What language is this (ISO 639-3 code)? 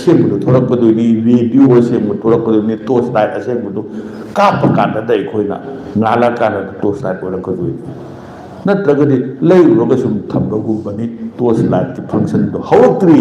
mni